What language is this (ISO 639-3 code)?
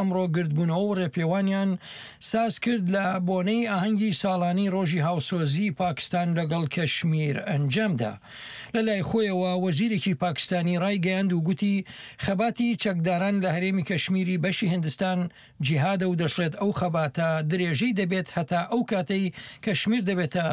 ckb